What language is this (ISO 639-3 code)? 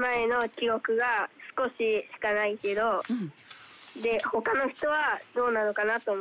jpn